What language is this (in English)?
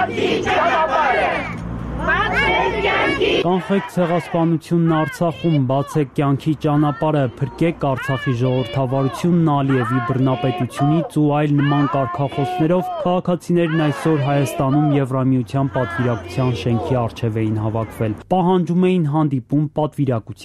Armenian